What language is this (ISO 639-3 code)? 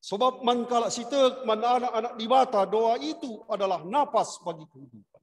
btx